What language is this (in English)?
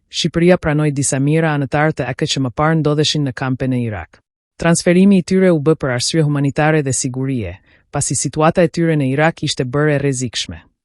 Albanian